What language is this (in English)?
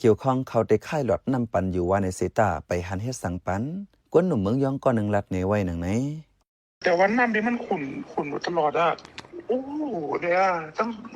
Shan